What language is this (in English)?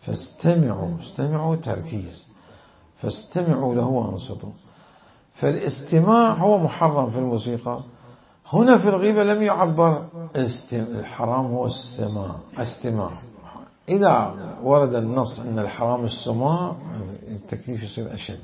Mesopotamian Arabic